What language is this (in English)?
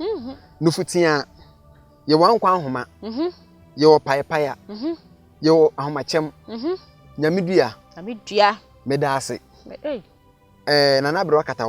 Akan